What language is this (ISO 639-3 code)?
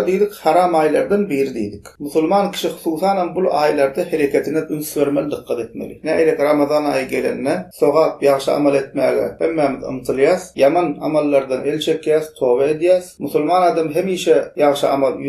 tuk